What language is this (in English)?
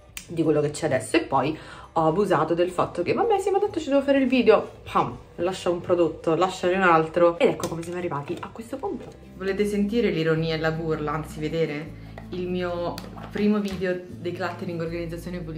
Italian